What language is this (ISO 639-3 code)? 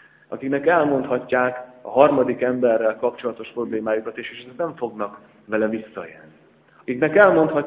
hun